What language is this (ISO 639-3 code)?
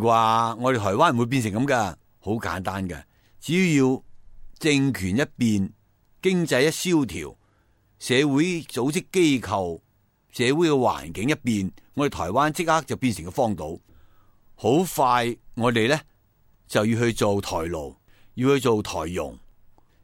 yue